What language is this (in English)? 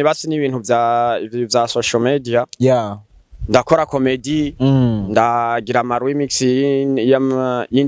Rundi